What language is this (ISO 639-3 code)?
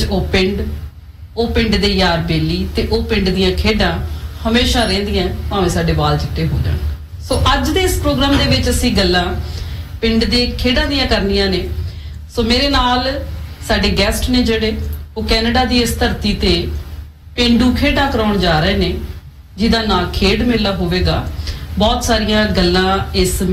pan